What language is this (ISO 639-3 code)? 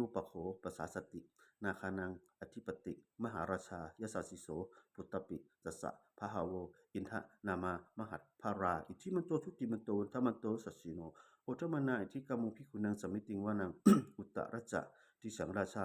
pli